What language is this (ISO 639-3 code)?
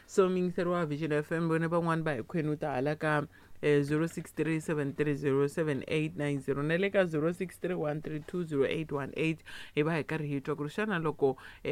tso